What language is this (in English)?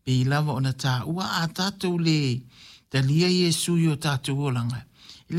Samoan